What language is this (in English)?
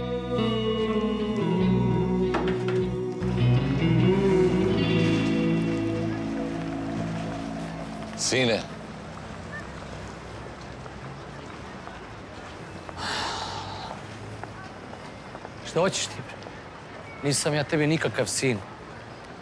Serbian